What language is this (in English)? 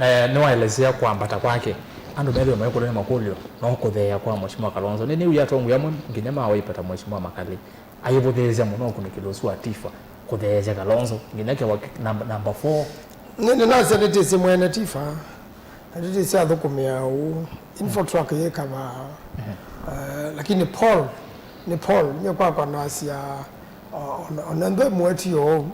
Kamba